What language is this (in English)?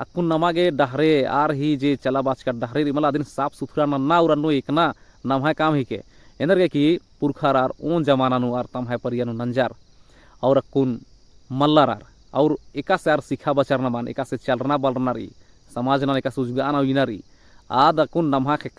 Kurukh